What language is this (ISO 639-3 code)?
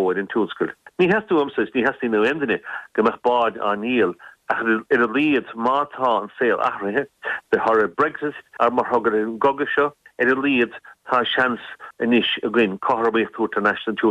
gle